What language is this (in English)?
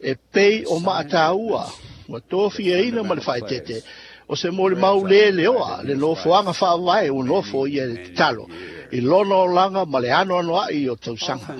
Samoan